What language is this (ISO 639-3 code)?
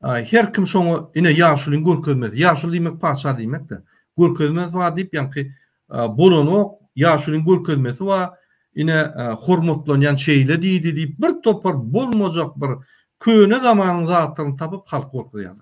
tuk